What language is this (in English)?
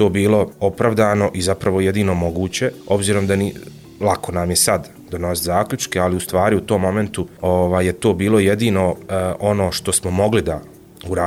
Bosnian